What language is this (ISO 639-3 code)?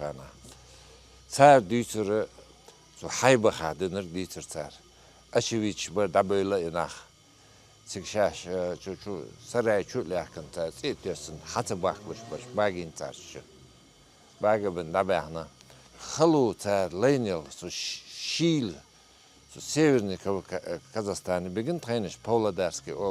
che